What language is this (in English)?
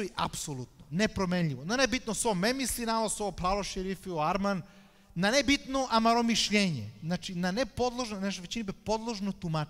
Serbian